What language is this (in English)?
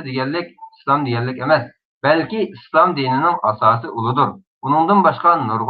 Uyghur